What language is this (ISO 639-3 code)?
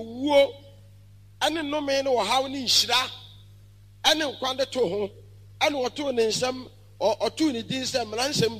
aka